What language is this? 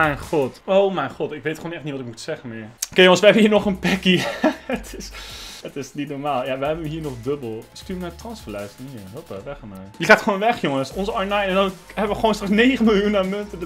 Dutch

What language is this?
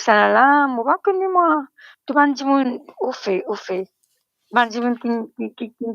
Morisyen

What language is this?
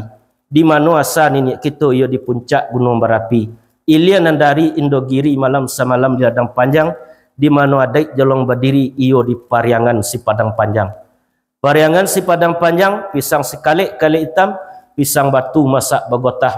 Minangkabau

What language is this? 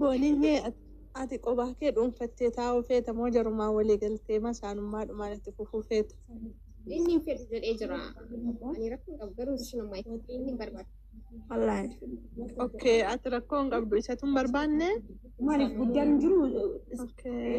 Oromo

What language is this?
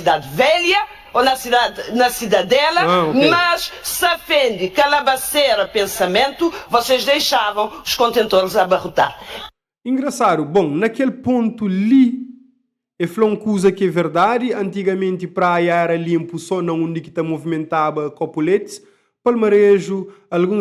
Kabuverdianu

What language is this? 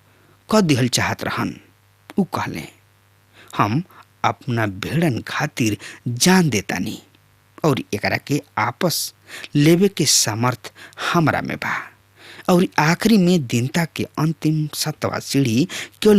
Bhojpuri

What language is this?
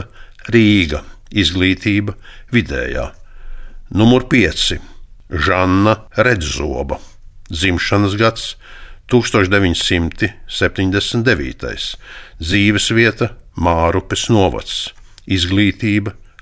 Latvian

